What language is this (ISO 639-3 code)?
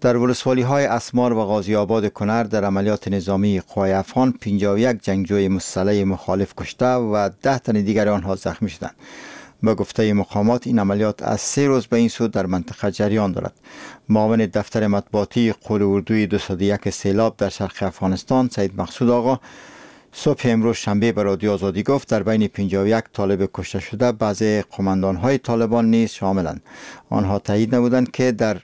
fas